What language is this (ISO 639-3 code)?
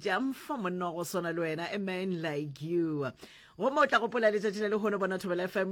nso